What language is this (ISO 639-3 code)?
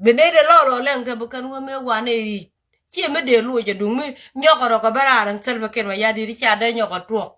nus